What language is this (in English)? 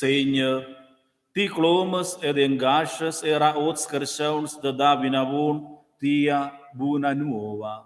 Romansh